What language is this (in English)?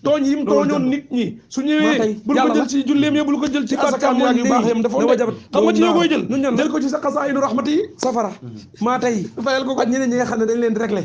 Wolof